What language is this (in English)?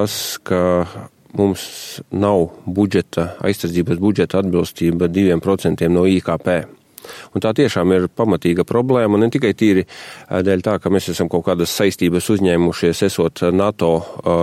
Latvian